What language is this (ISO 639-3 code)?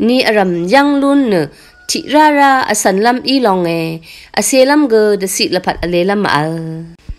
raw